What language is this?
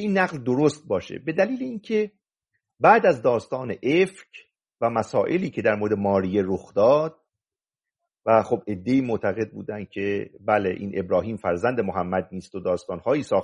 Persian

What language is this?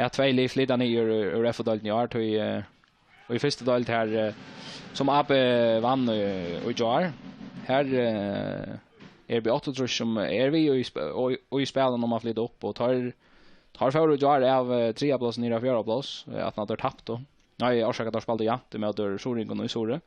Faroese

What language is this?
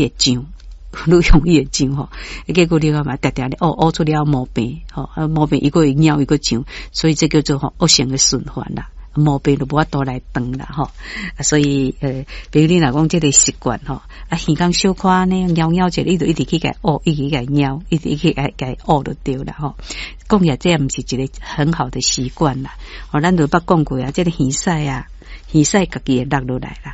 Min Nan Chinese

